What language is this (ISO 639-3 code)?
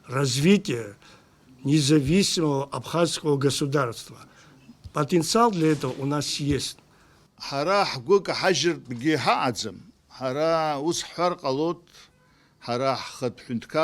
abk